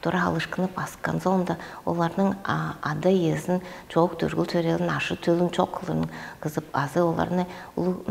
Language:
Tuvinian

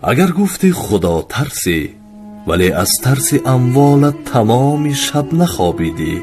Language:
Tajik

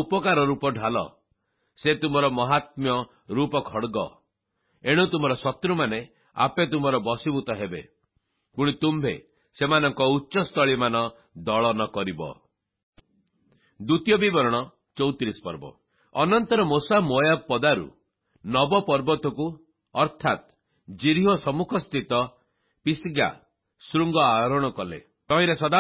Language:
Odia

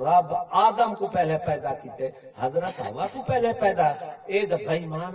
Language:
Saraiki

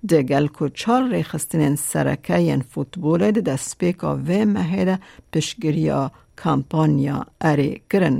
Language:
Kurdish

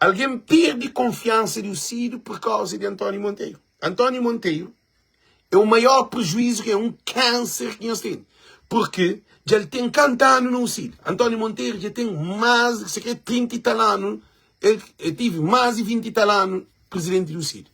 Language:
Kabuverdianu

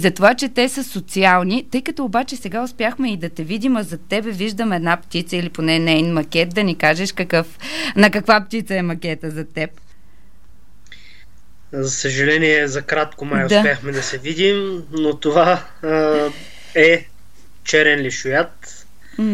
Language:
Bulgarian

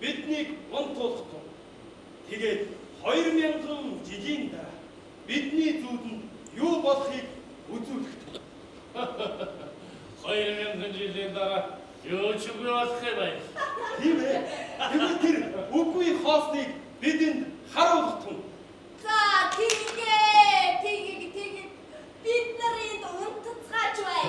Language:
Mongolian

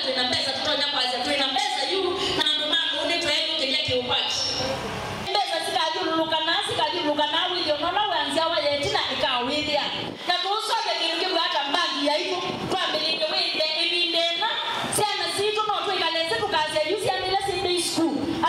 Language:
Kamba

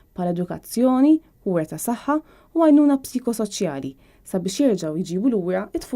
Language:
Maltese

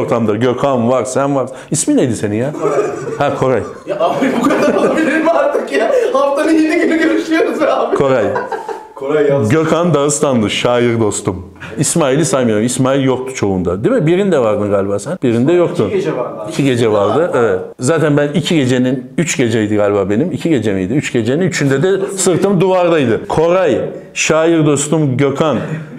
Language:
Turkish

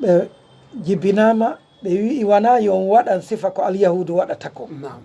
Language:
Fula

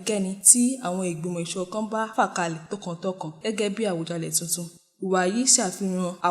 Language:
Yoruba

